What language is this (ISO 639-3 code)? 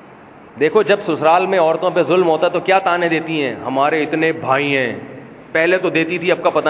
urd